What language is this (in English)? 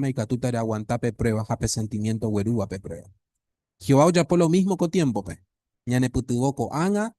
Guarani